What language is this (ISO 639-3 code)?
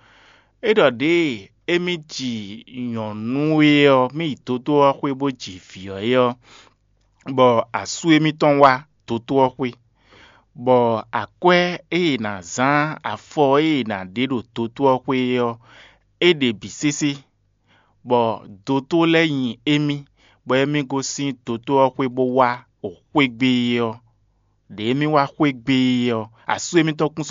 fon